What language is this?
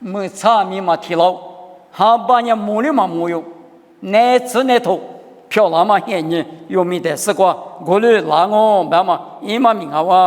Lisu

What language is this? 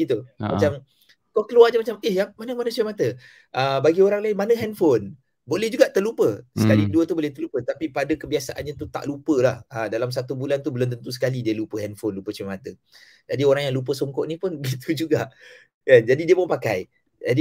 Malay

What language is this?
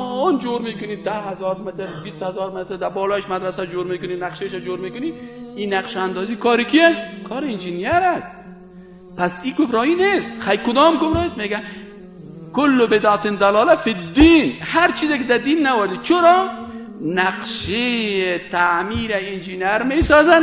Persian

